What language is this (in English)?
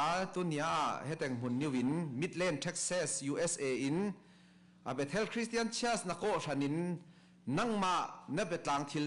Falam Chin